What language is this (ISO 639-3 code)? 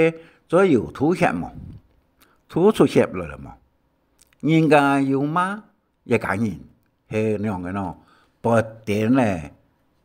hak